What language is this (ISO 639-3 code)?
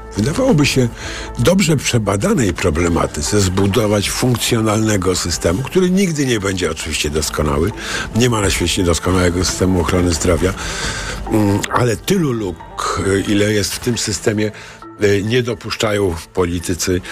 pol